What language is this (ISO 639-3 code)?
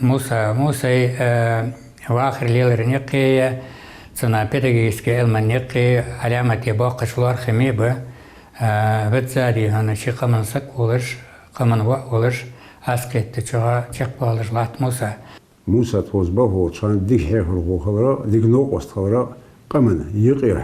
inh